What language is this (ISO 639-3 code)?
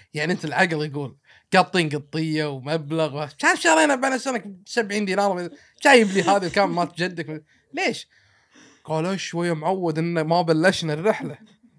afb